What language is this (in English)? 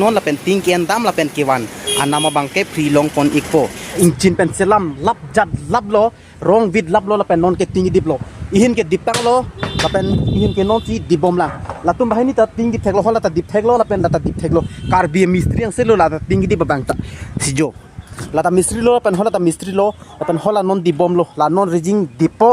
Karbi